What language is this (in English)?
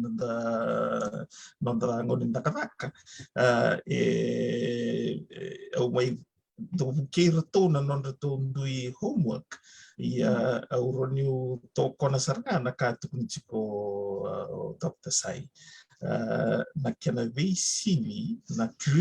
Fijian